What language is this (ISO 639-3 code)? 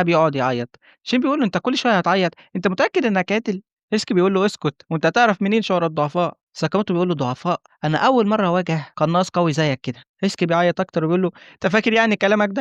arz